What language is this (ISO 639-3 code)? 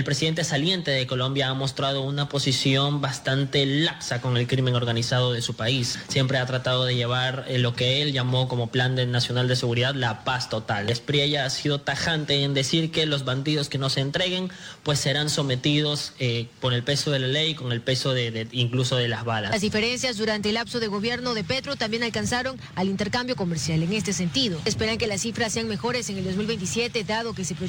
spa